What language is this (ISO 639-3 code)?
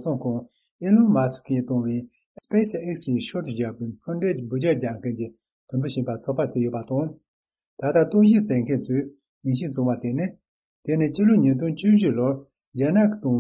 bod